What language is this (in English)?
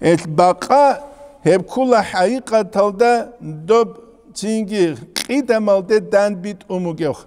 Avaric